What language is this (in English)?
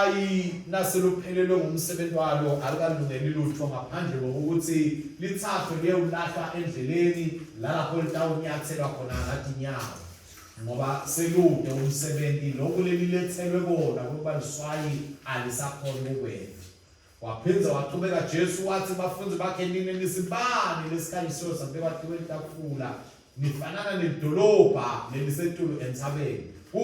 Swati